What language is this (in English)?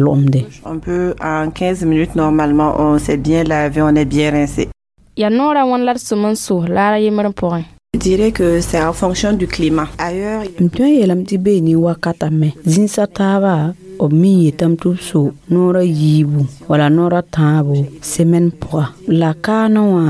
Mossi